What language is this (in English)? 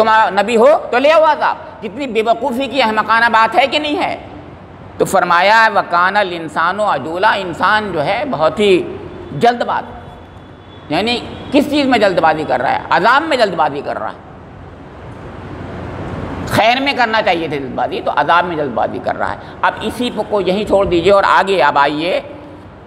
Urdu